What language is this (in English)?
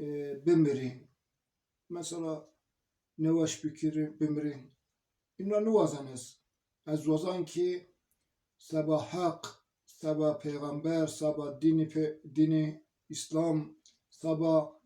Zaza